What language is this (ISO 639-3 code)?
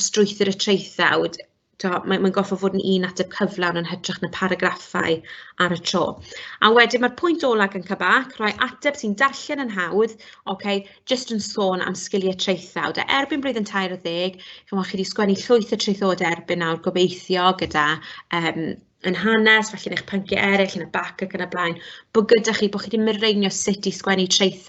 cym